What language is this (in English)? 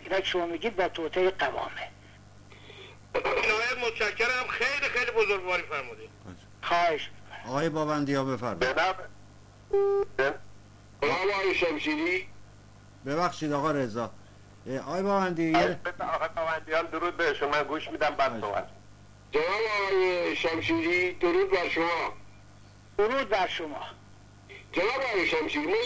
Persian